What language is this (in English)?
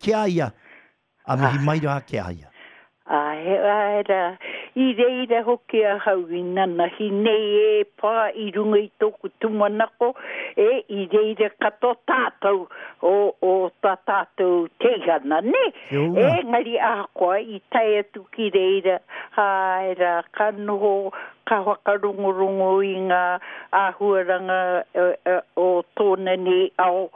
Māori